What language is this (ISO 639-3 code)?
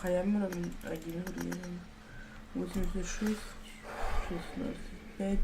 sah